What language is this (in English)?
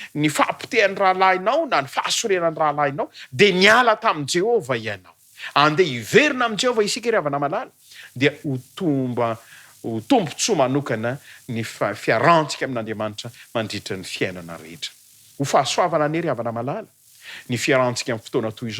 Malagasy